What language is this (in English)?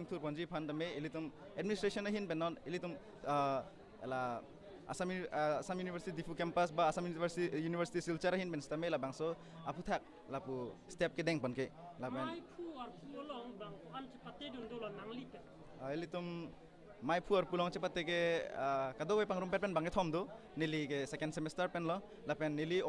Karbi